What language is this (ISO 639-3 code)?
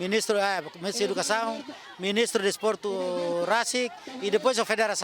tet